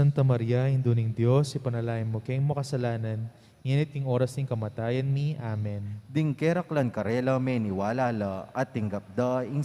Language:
Pampanga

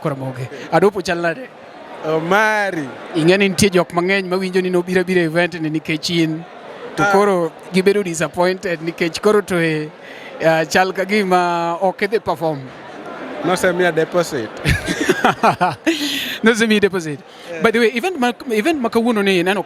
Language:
Luo (Kenya and Tanzania)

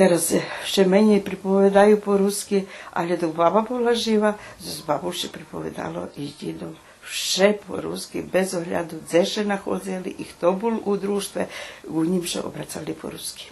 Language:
Rusyn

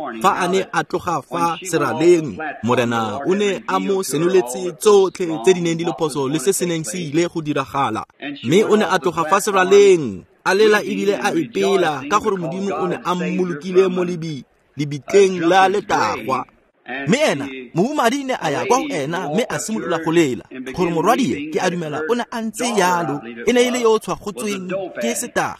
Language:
Tswana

